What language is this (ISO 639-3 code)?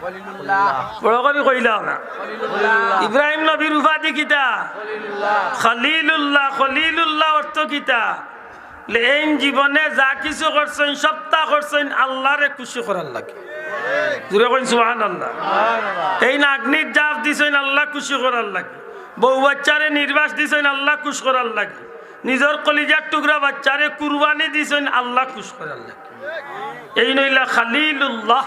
syl